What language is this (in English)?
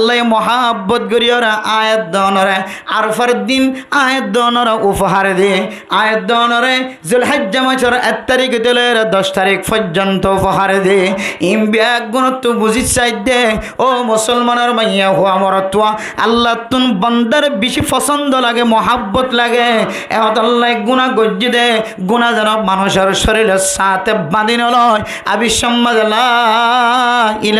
Rohingya